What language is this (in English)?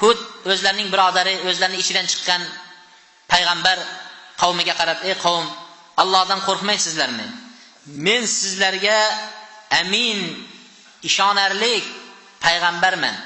Uzbek